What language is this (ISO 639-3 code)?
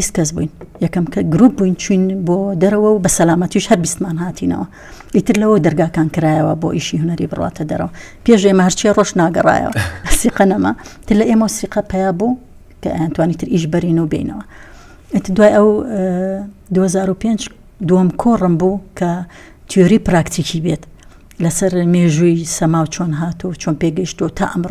ckb